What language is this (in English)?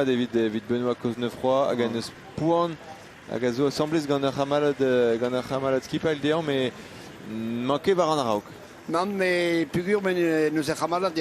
Breton